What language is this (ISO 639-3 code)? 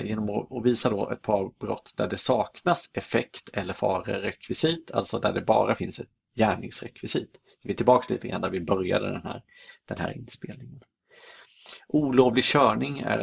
swe